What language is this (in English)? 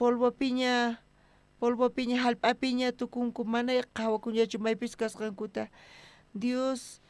South Bolivian Quechua